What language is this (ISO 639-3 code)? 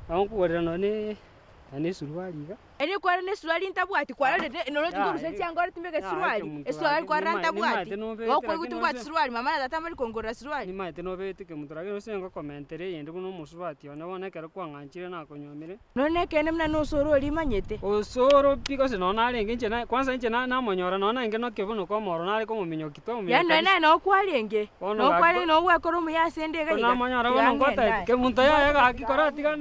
guz